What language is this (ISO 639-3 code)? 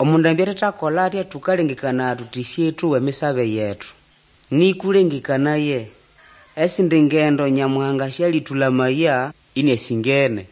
nnb